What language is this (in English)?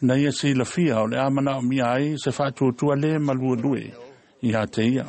Samoan